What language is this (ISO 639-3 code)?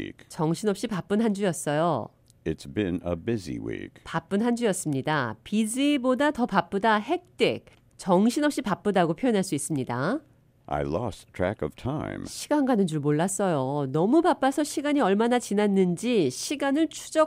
kor